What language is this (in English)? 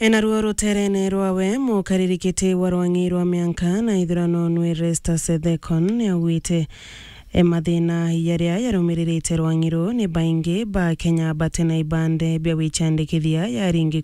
Meru